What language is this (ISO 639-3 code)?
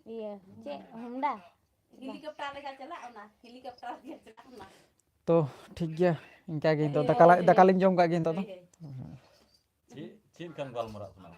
sat